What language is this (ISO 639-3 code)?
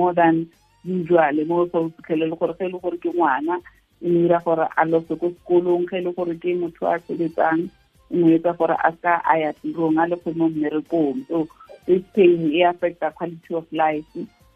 tsn